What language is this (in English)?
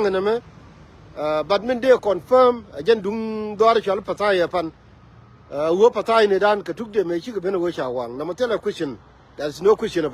Nuer